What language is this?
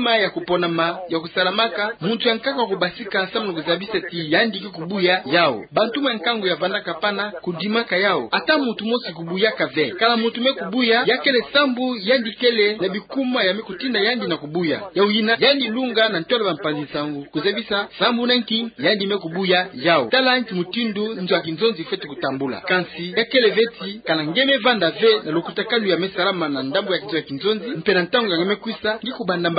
Kituba (Democratic Republic of Congo)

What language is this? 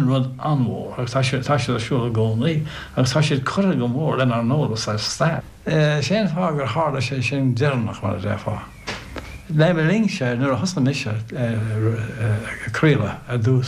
Irish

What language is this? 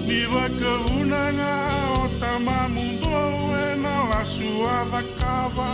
Fijian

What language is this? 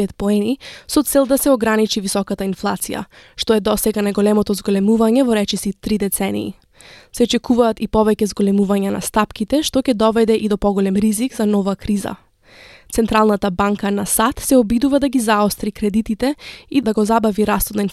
Macedonian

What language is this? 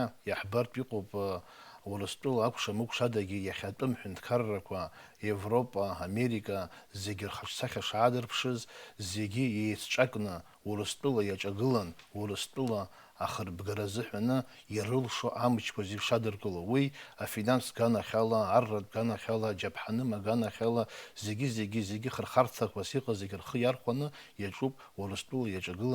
Abkhazian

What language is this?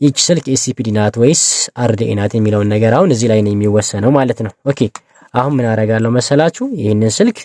Amharic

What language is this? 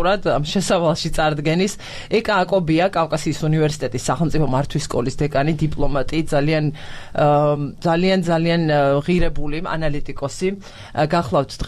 Georgian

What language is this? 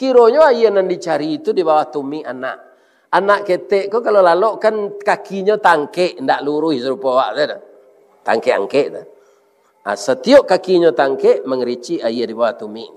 Minangkabau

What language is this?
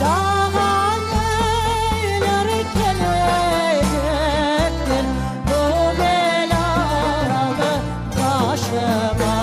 Crimean Tatar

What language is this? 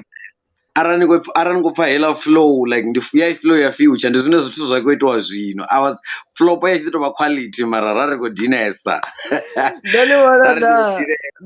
Venda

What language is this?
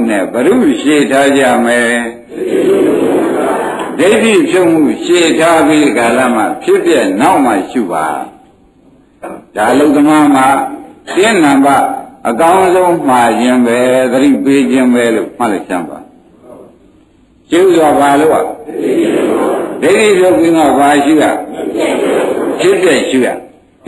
Burmese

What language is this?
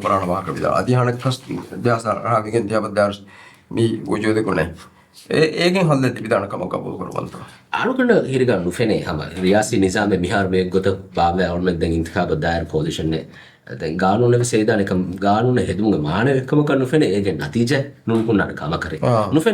Divehi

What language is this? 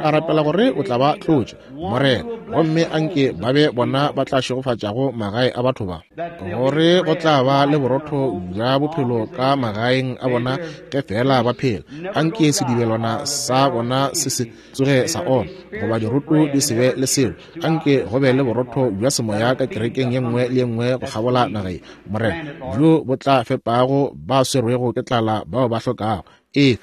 Northern Sotho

